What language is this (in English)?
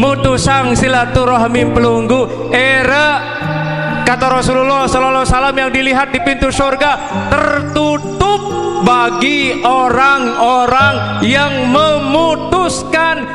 Sasak